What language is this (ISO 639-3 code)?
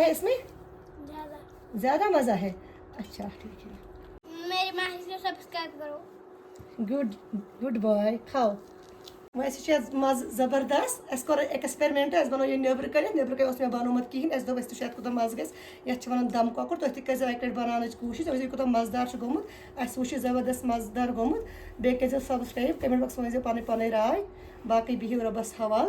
kas